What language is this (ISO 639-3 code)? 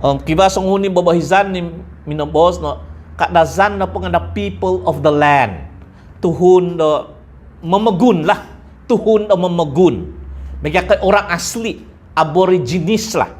dtp